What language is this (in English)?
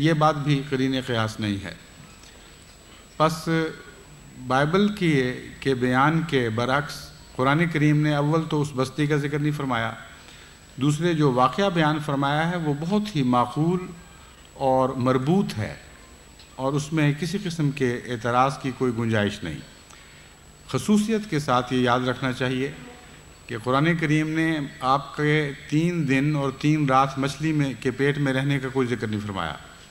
Urdu